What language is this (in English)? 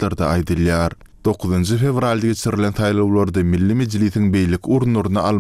Turkmen